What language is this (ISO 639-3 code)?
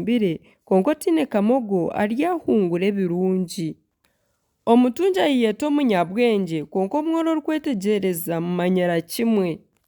nyn